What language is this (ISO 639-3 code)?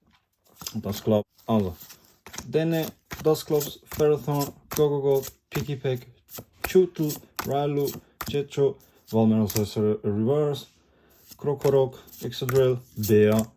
gsw